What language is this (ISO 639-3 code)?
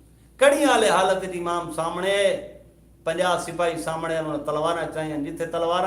skr